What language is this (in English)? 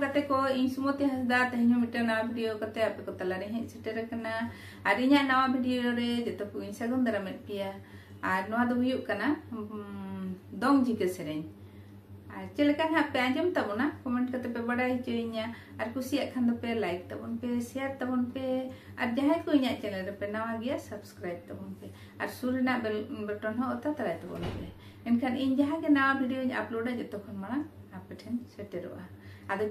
Santali